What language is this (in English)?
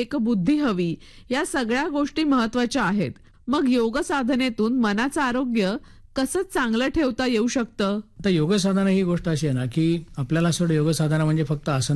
Marathi